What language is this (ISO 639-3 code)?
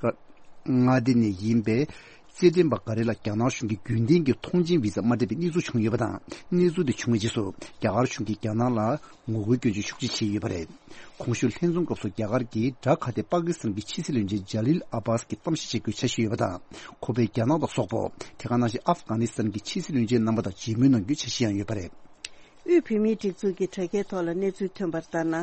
bod